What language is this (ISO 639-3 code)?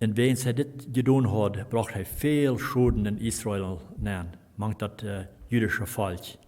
pdt